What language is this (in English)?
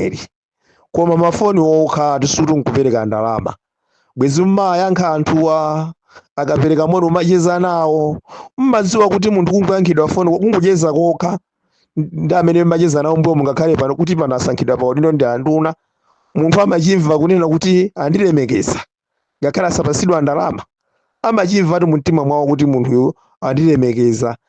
Nyanja